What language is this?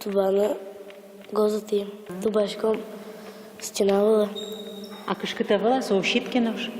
Udmurt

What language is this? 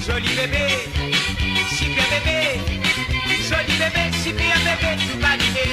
Morisyen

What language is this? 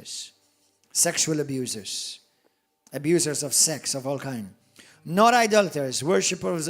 English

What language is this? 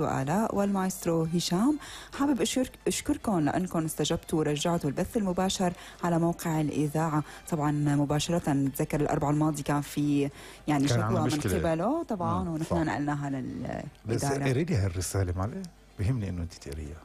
North Levantine Arabic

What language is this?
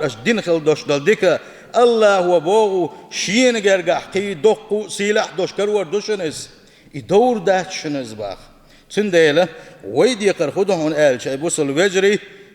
Chechen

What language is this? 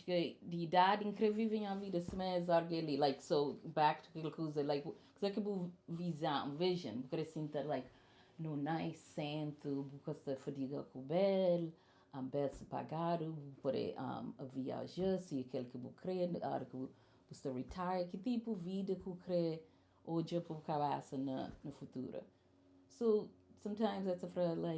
Kabuverdianu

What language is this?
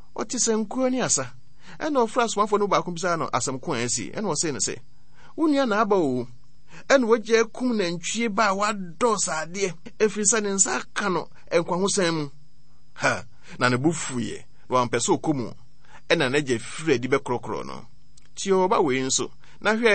Akan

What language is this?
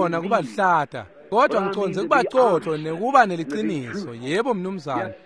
Swati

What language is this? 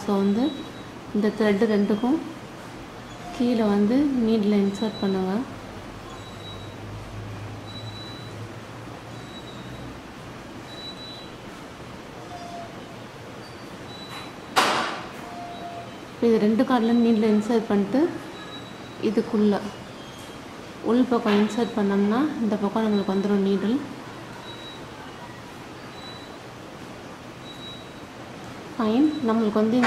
Tamil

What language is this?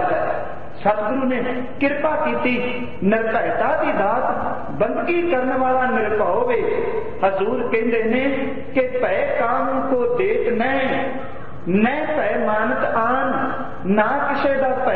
Punjabi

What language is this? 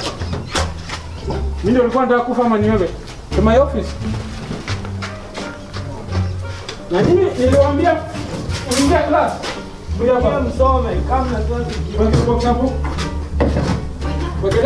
Swahili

